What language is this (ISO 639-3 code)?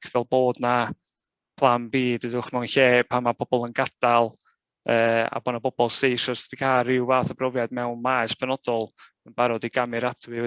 cym